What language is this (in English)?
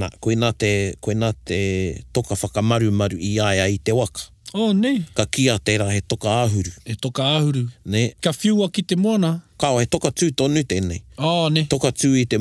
Māori